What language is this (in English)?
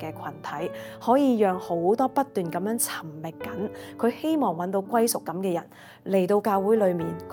Cantonese